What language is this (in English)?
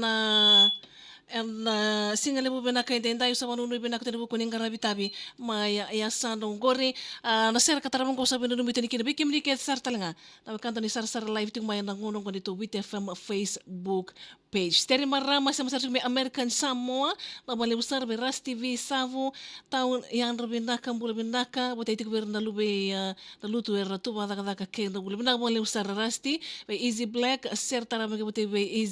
Fijian